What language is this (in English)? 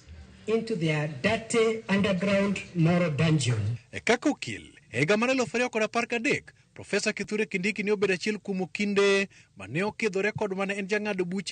Luo (Kenya and Tanzania)